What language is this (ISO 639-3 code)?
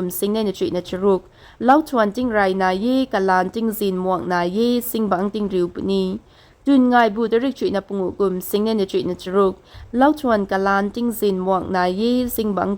nbu